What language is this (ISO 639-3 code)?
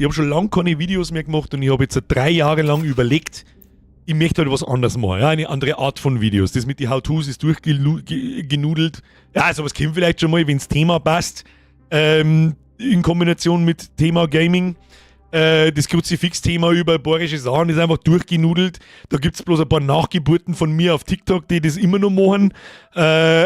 bar